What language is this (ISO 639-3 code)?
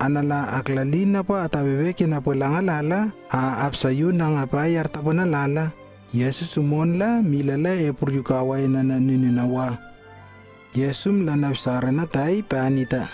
lww